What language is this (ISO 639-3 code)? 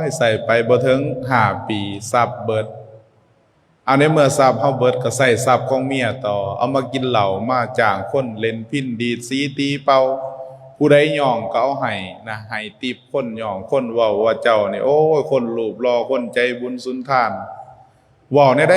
lao